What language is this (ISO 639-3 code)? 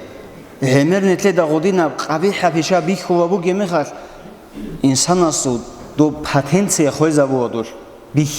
ava